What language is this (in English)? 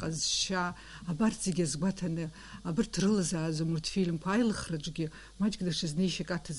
Abkhazian